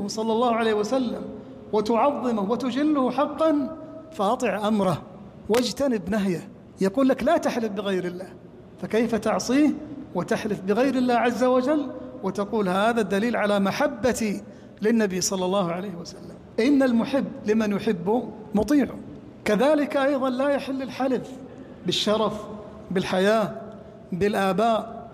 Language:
Arabic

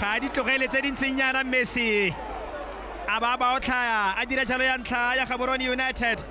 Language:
Tswana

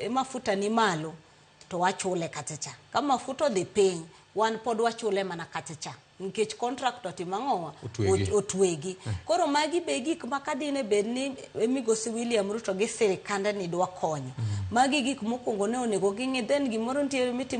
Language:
Luo (Kenya and Tanzania)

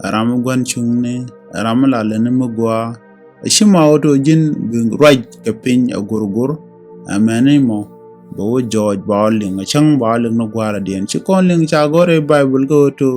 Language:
Nuer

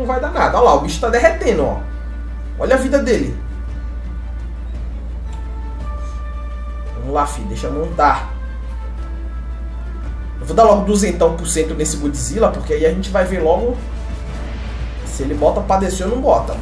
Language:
Portuguese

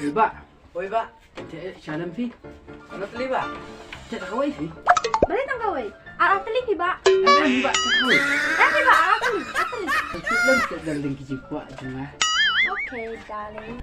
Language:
Khasi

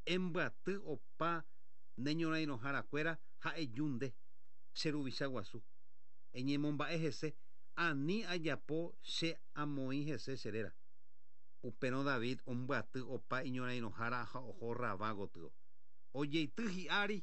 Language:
Guarani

